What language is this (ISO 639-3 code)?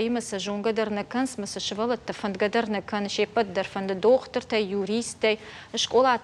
oss